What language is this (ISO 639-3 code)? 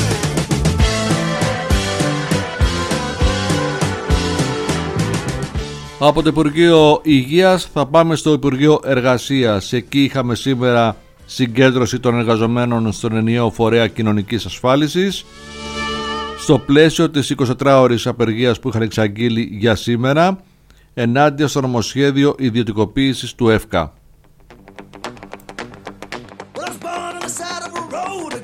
ell